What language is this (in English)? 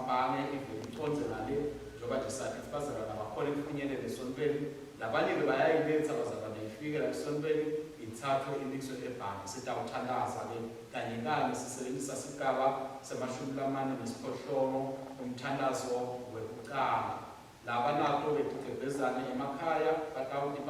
Swati